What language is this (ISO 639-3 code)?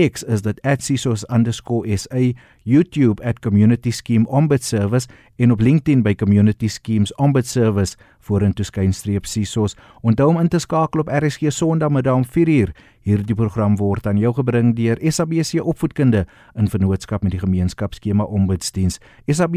afr